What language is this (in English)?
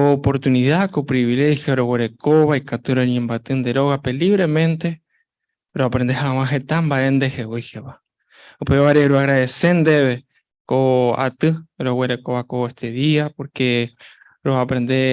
Guarani